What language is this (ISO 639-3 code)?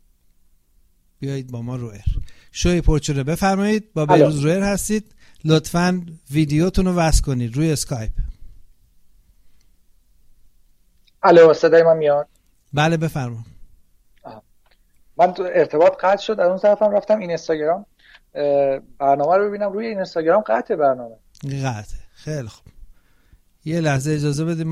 fas